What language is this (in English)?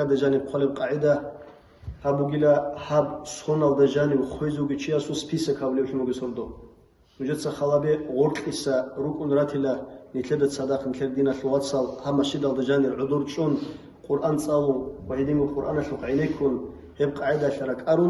Avaric